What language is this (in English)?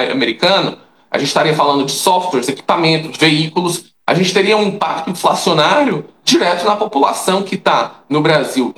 Portuguese